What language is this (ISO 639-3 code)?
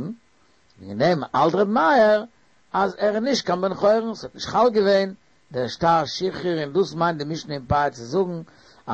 yid